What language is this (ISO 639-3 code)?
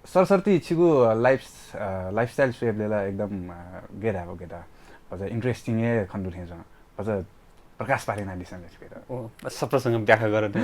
new